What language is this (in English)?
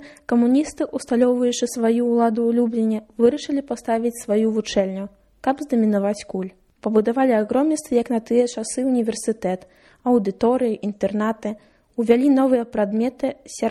Belarusian